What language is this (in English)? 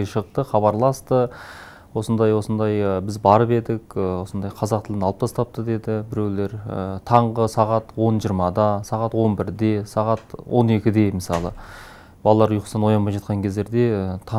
Kazakh